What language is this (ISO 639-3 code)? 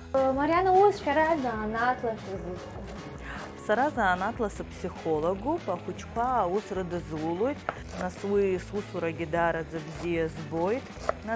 abk